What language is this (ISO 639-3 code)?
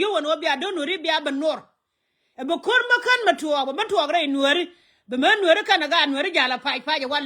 nus